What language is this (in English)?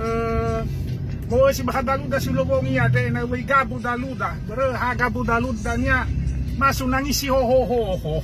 Nias